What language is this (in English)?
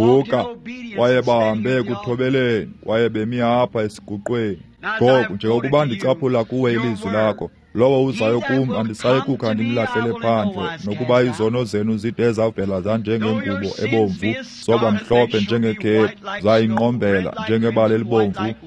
Xhosa